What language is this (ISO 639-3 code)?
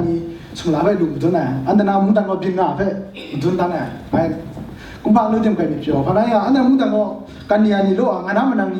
kac